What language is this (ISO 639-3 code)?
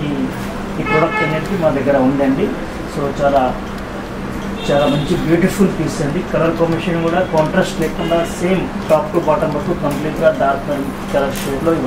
tel